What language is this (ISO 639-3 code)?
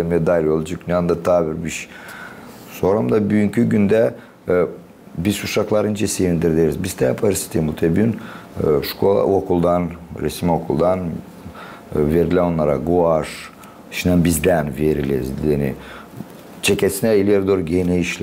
gag